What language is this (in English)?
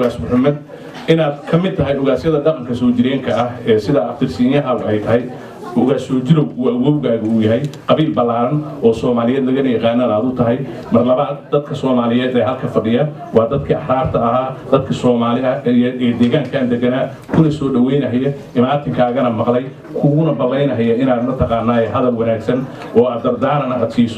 Somali